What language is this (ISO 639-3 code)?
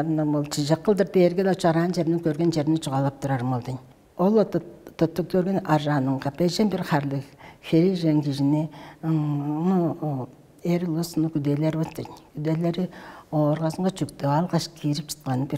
tyv